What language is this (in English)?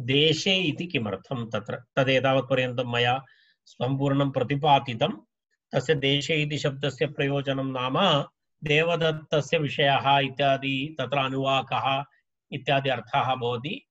Sanskrit